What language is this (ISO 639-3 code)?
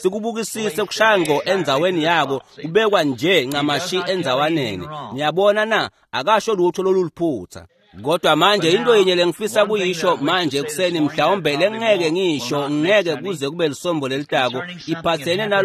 ssw